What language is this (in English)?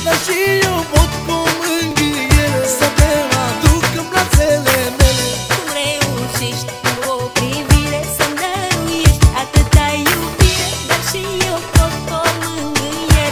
Romanian